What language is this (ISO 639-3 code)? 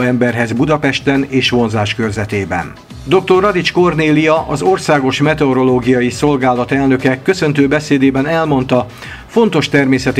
hun